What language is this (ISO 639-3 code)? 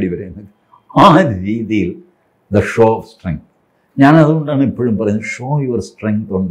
mal